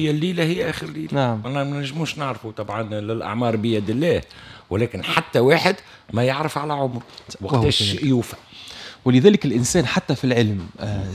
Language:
Tunisian Arabic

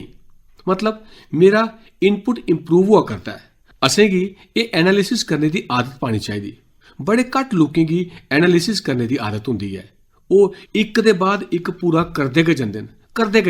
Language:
Dogri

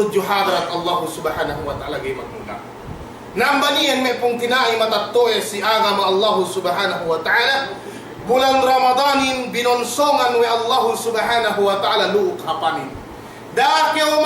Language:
Yakan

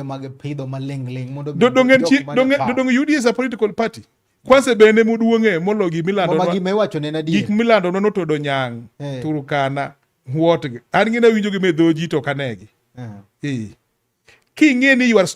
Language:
Luo (Kenya and Tanzania)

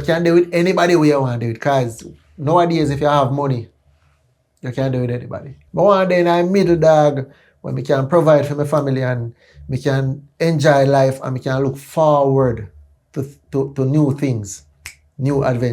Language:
Jamaican Creole English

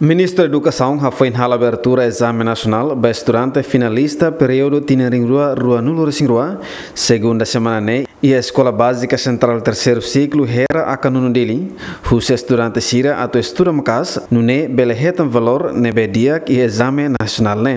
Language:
Tetum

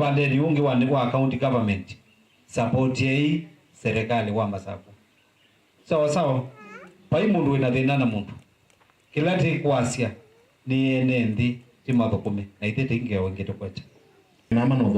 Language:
Kamba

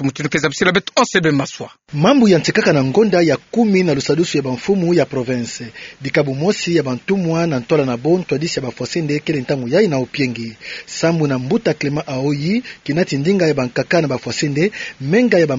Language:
Kituba (Democratic Republic of Congo)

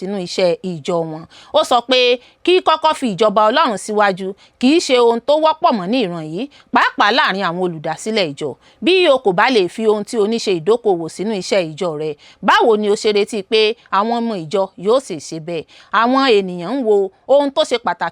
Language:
Yoruba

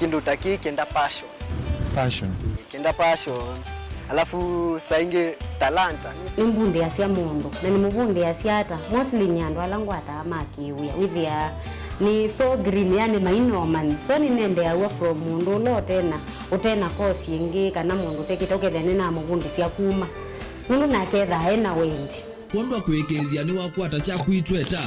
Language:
Kamba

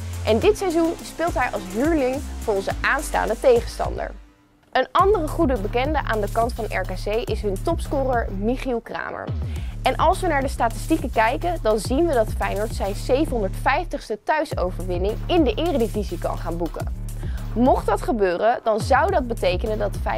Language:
Dutch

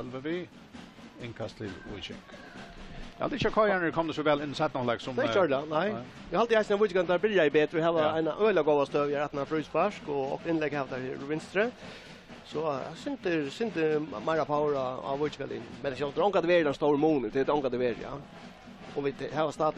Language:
Faroese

